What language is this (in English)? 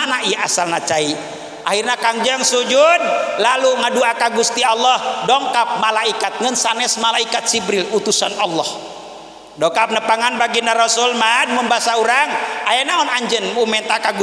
Sundanese